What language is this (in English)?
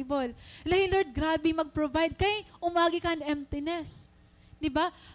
Waray